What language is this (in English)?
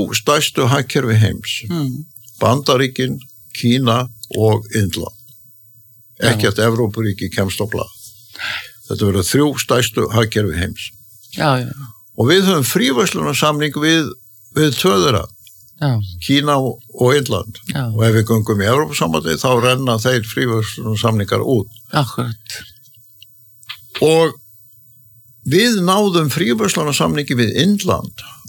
Icelandic